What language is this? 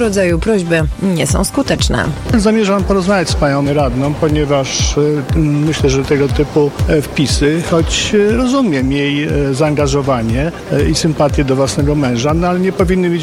Polish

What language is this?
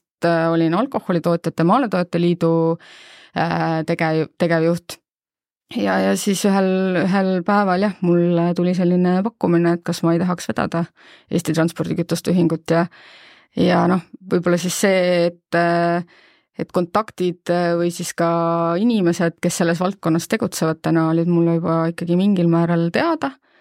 Estonian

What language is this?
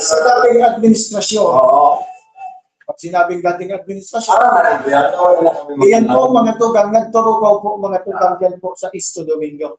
Bikol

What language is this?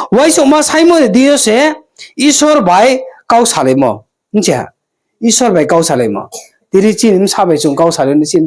Riang (India)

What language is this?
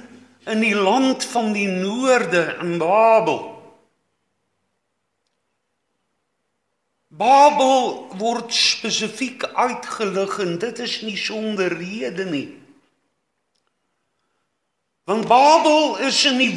Afrikaans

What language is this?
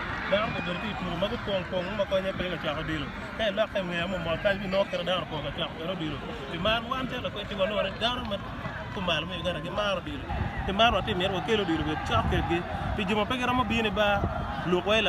Acoli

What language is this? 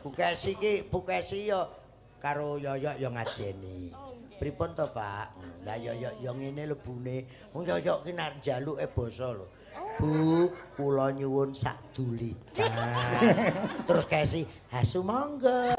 Javanese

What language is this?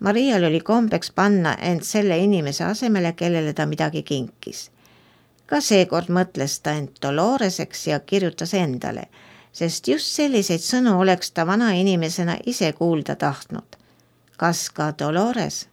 Estonian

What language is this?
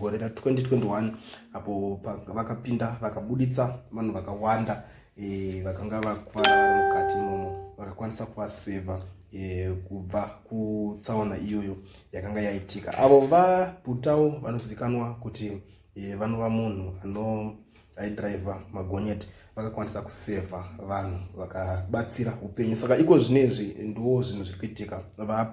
Shona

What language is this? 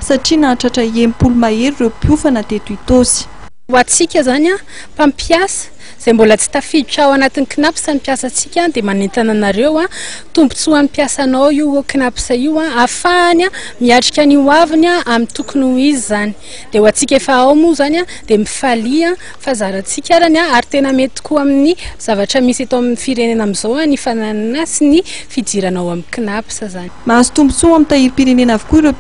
Malagasy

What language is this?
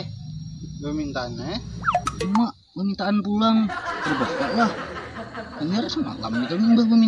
Banjar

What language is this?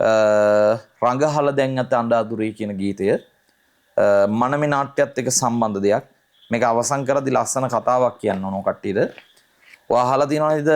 Sinhala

